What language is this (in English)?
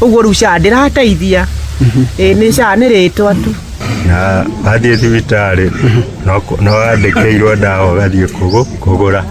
Kikuyu